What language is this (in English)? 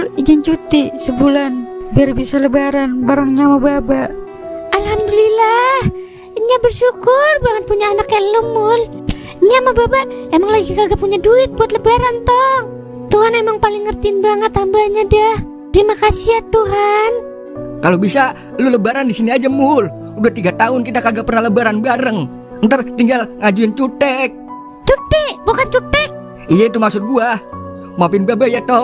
Betawi